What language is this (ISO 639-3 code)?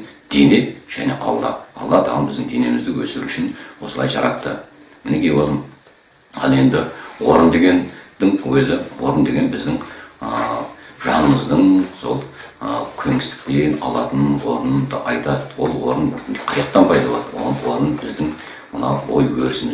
kaz